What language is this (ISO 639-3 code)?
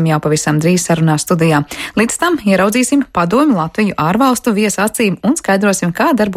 lav